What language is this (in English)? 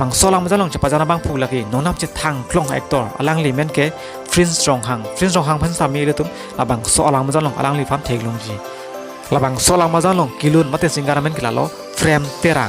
Karbi